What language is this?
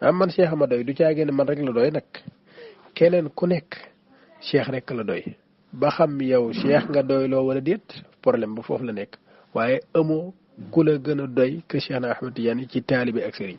Wolof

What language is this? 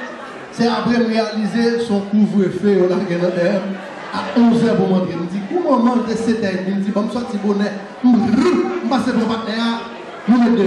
Haitian Creole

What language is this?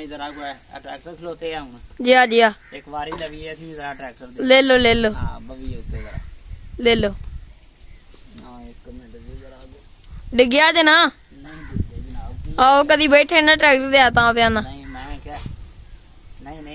Punjabi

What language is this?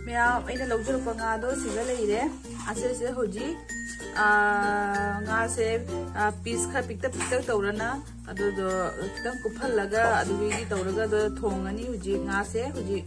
Manipuri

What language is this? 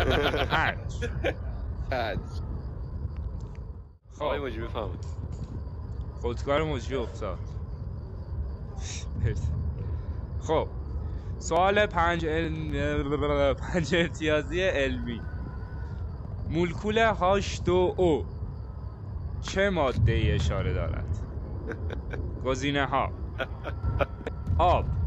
Persian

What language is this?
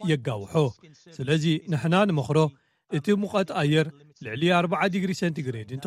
Tigrinya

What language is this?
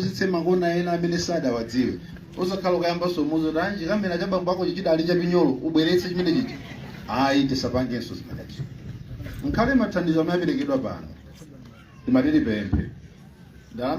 Nyanja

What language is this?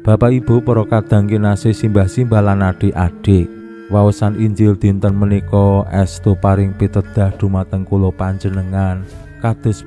Javanese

